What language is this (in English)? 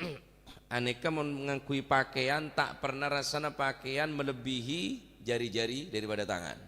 Madurese